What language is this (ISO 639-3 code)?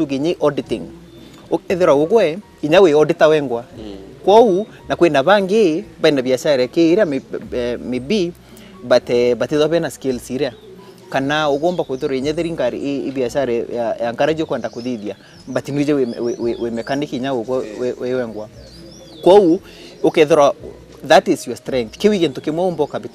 mer